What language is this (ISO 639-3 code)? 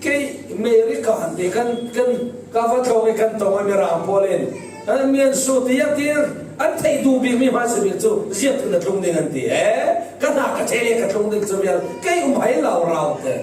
cfm